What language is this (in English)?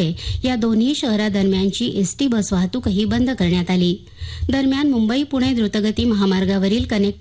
Marathi